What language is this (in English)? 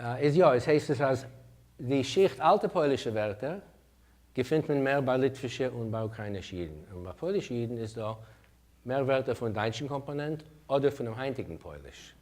Yiddish